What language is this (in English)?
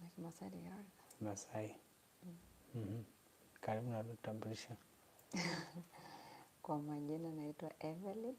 Masai